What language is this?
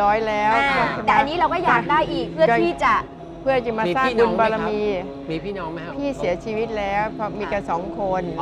Thai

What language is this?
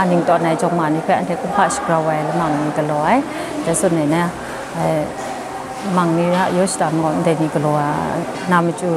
Kachin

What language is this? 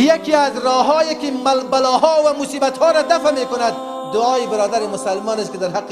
Persian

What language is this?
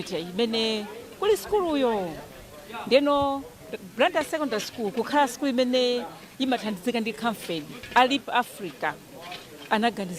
Nyanja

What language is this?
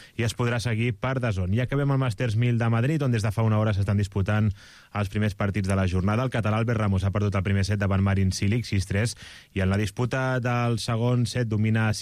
Catalan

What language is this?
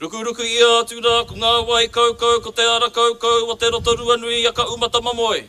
Māori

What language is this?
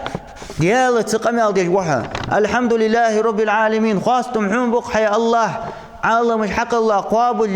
Ingush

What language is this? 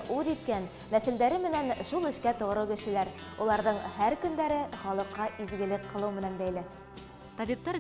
Bashkir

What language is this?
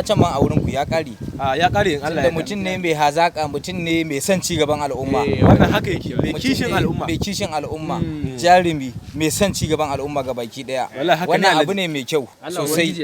Hausa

